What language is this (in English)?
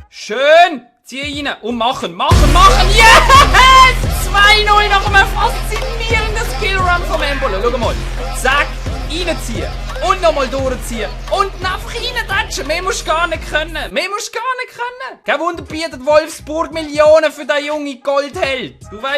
Swiss German